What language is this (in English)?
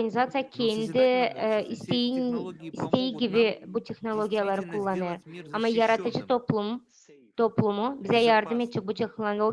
Gagauz